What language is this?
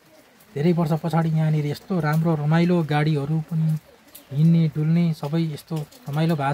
Nepali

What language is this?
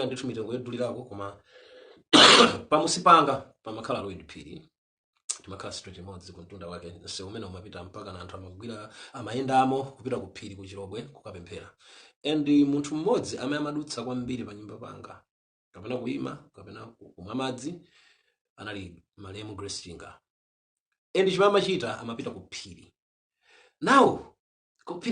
Nyanja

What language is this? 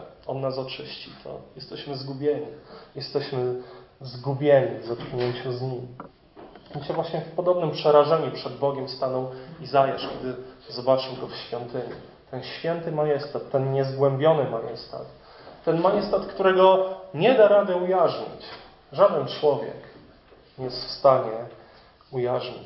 Polish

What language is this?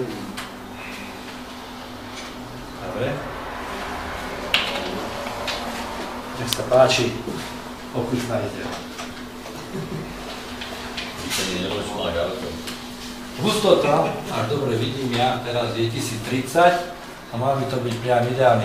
Slovak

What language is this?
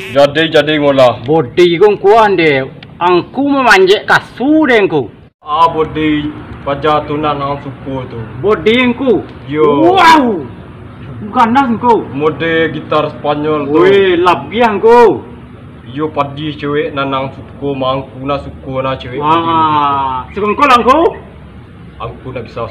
Minangkabau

